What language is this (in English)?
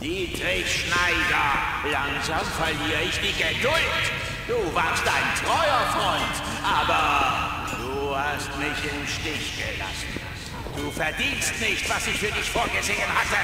Bavarian